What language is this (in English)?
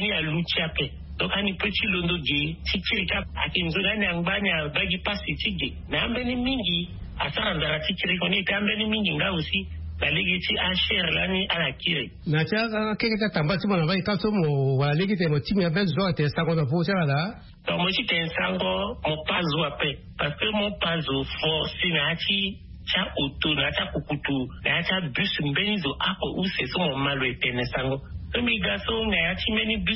Sango